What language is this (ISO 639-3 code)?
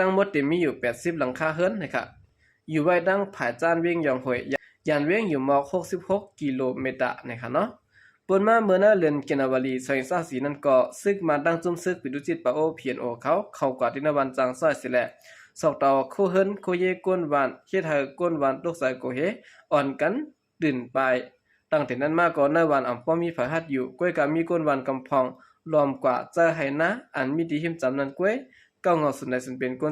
shn